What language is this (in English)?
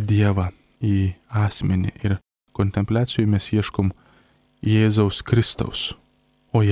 Lithuanian